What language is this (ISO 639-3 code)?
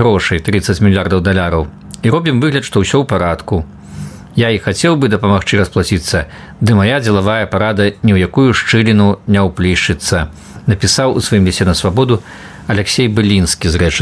bel